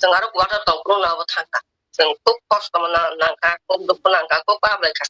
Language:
Kok Borok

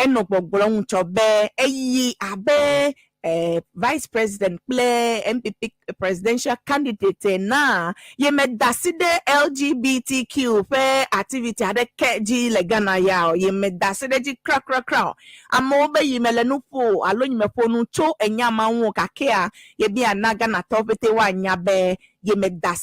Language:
Ewe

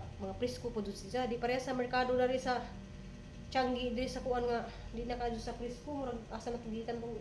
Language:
Cebuano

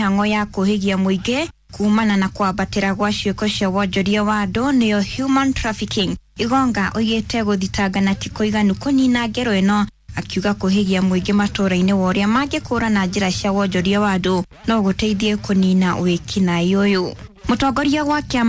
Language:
Kikuyu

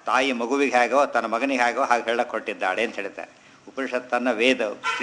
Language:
Kannada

